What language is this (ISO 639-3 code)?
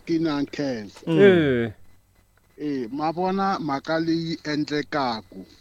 tso